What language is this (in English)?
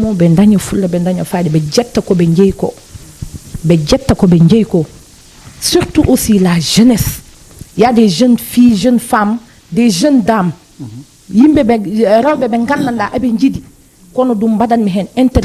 Fula